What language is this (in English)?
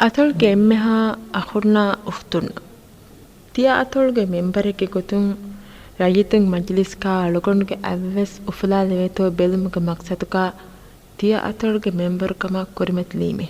Divehi